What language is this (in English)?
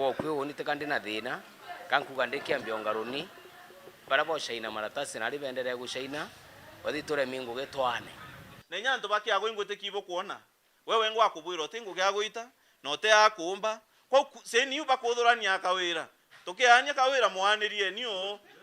Meru